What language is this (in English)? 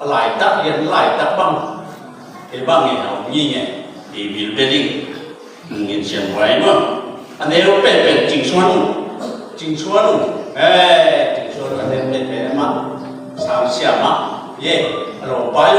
Tedim Chin